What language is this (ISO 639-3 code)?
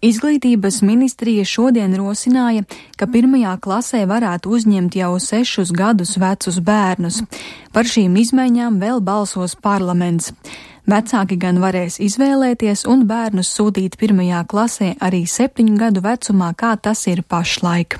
lav